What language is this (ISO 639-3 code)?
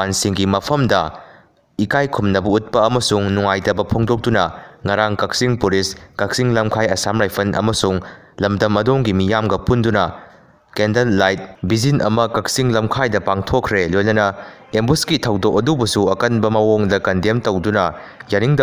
mni